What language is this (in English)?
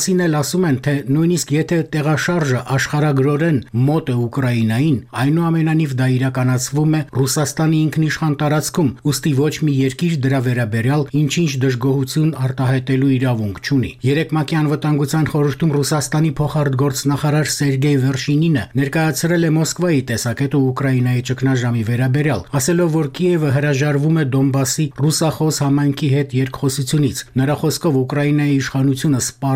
Armenian